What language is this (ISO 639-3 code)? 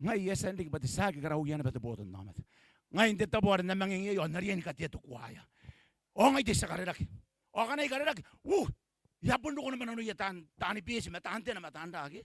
gil